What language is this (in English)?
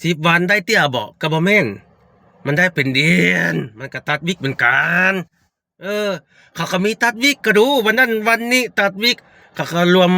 Lao